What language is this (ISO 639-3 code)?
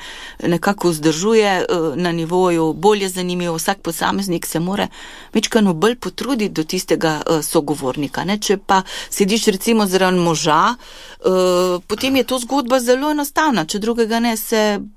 slv